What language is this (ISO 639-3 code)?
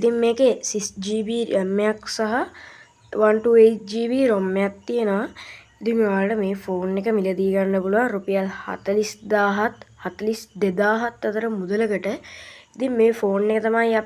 sin